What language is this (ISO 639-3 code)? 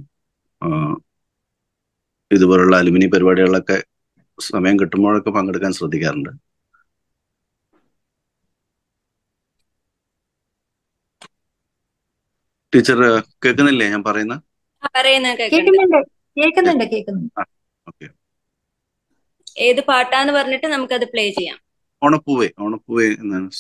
mal